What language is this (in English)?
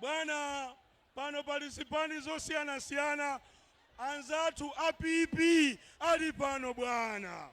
Nyanja